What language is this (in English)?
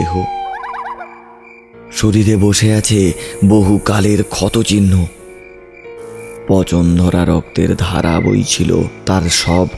Bangla